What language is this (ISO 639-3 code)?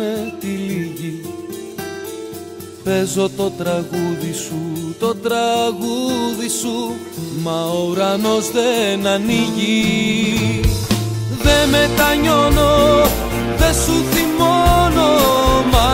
ell